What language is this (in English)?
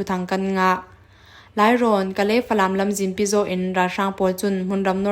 Falam Chin